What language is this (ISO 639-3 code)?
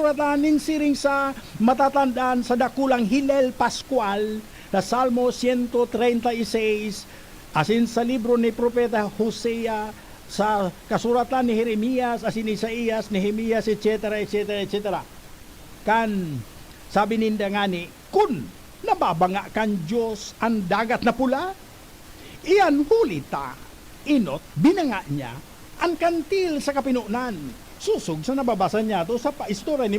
bik